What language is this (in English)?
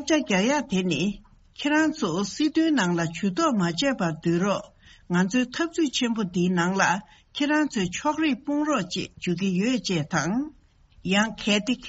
Tibetan